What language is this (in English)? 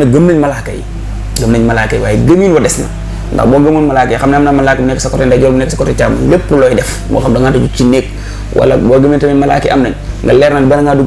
Wolof